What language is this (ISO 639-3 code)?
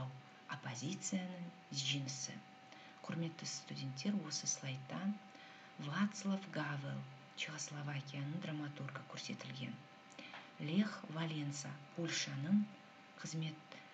kaz